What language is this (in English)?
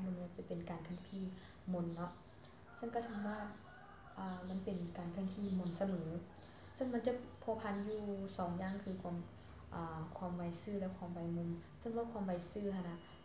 Lao